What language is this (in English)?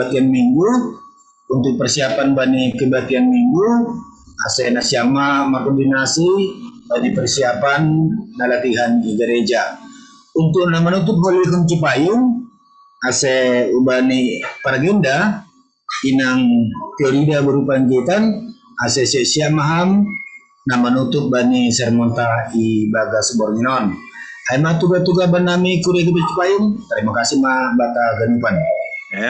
Batak Simalungun